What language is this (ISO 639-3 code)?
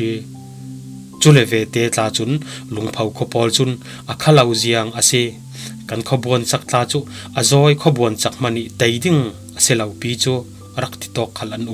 cfm